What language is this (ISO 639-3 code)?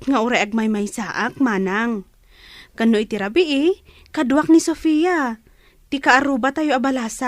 ilo